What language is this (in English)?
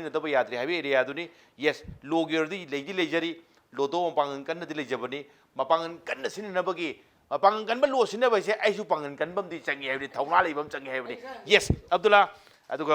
Manipuri